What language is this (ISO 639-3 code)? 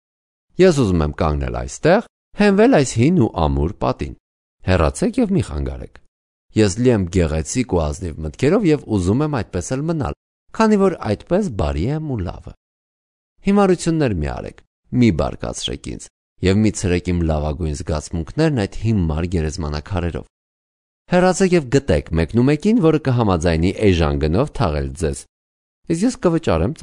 hye